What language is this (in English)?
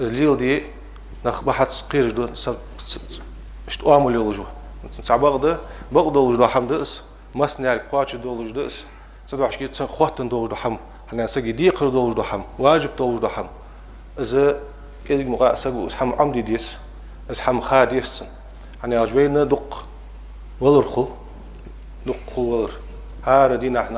Ingush